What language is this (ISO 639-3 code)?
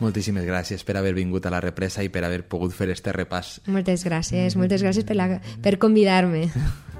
cat